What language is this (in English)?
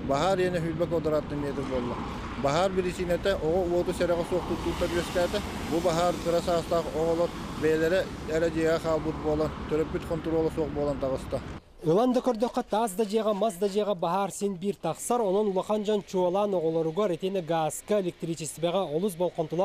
Yakut